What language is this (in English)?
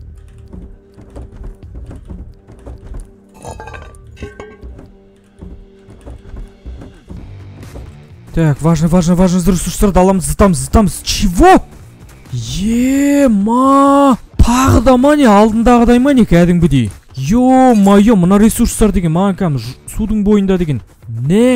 Kazakh